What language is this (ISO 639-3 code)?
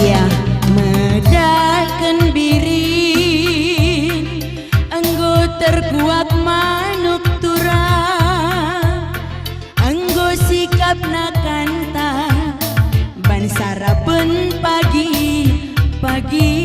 btx